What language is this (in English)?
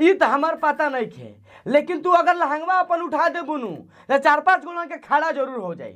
Bhojpuri